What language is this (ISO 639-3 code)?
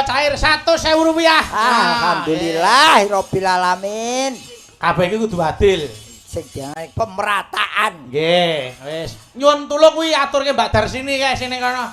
jav